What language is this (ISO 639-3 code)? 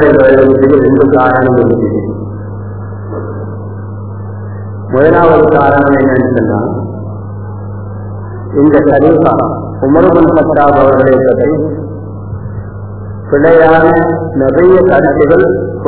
tam